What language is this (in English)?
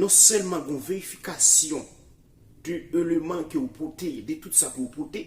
Haitian Creole